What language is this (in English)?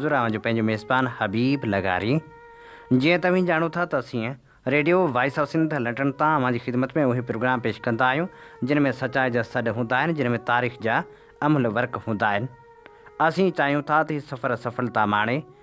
Sindhi